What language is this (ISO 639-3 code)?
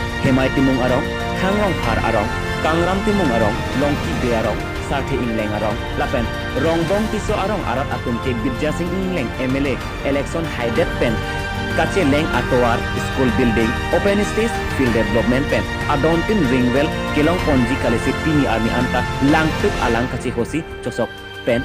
mjw